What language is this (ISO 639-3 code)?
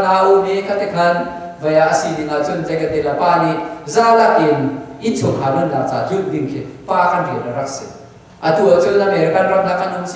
cnh